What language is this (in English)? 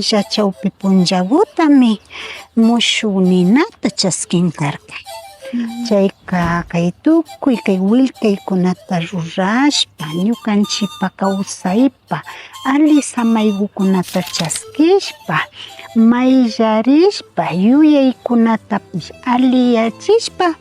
Imbabura Highland Quichua